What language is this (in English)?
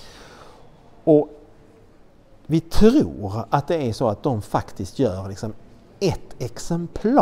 Swedish